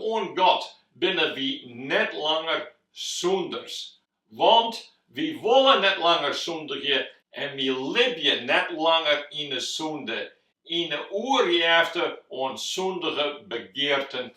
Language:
Western Frisian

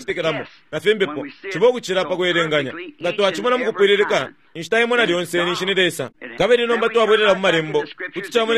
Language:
Bemba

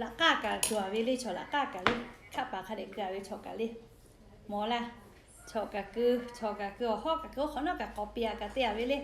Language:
Lahu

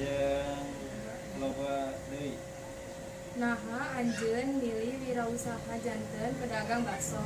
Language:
Sundanese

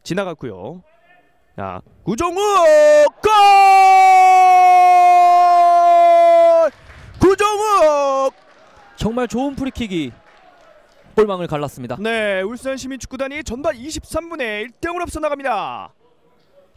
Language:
Korean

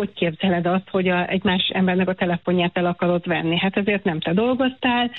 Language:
Hungarian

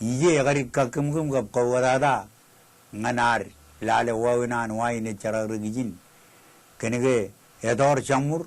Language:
Marshallese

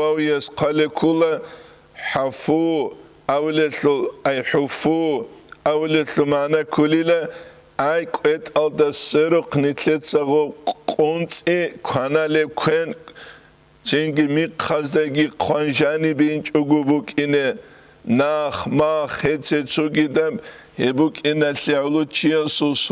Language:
Avaric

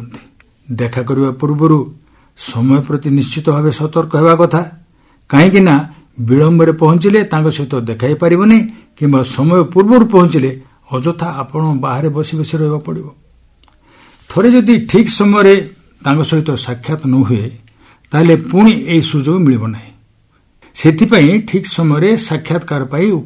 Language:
Odia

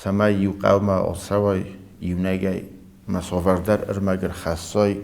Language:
Ossetic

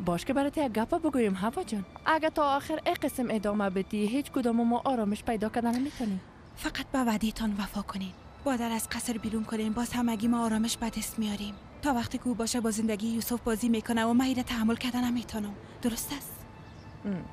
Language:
Persian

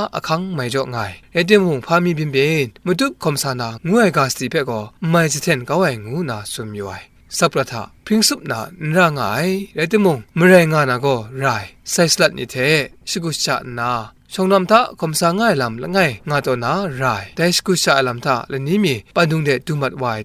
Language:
Kachin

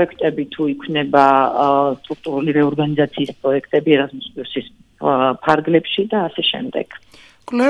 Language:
Georgian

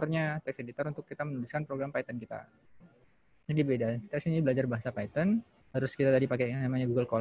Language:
Indonesian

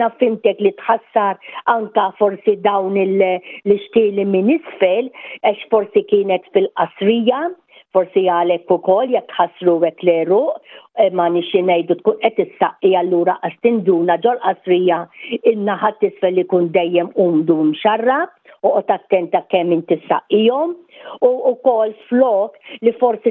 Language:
Maltese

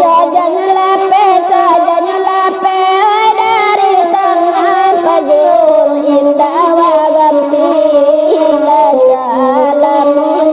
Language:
Minangkabau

